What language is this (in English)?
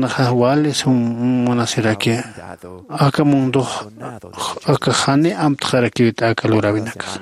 Aymara